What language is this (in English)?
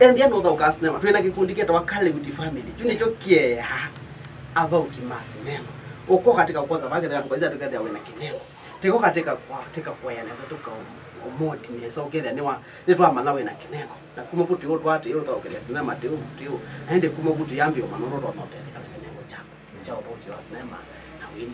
Kamba